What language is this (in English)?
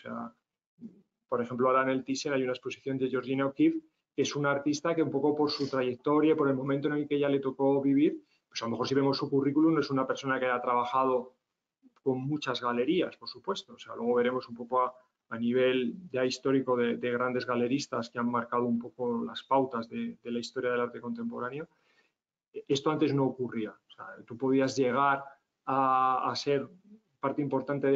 Spanish